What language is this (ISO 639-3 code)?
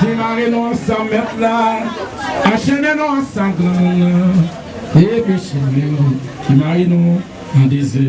hat